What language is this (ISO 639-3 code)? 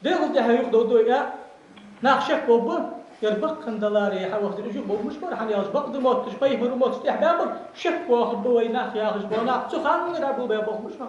inh